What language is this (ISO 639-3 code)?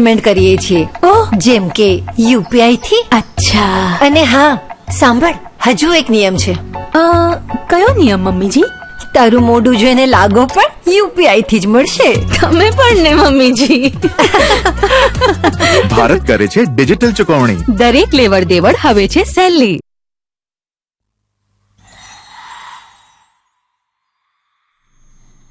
guj